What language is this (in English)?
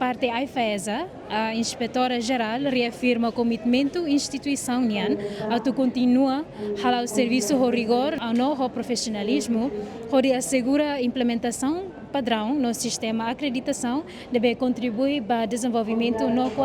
Tetum